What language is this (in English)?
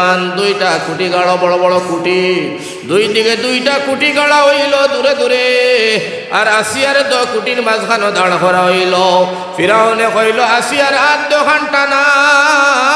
Sylheti